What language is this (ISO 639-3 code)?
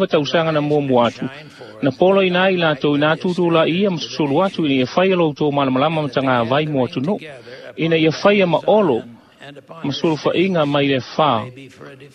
smo